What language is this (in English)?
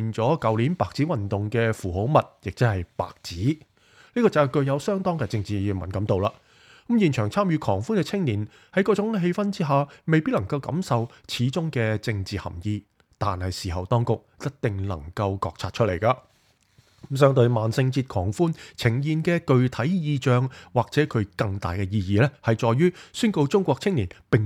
Cantonese